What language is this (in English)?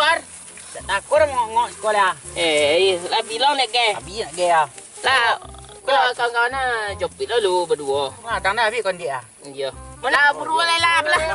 Minangkabau